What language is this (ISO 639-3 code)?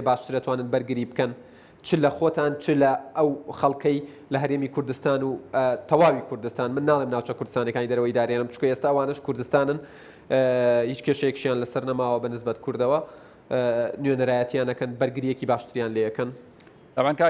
ckb